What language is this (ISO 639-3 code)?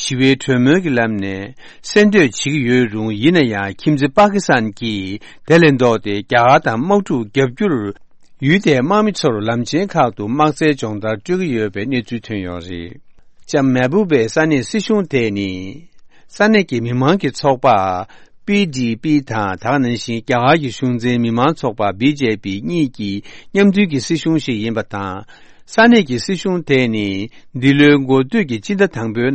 bod